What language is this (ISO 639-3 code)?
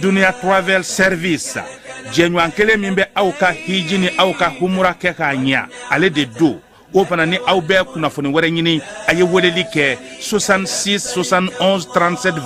bam